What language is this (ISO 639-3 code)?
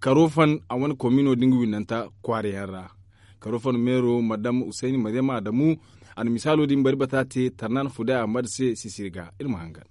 dje